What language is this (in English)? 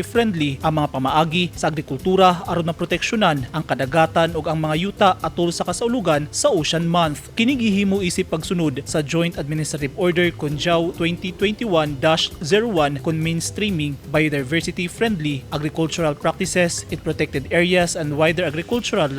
Cebuano